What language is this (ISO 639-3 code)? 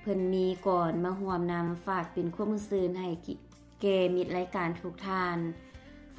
lao